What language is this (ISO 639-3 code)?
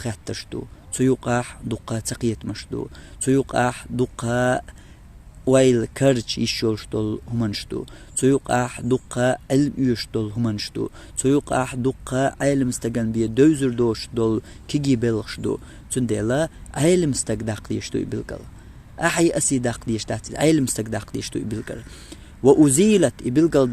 che